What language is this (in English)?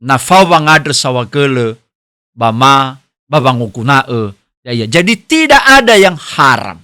Nias